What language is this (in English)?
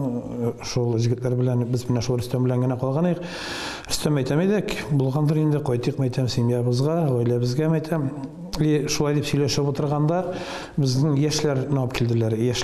Tatar